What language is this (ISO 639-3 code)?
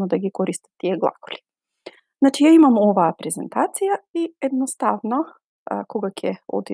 mkd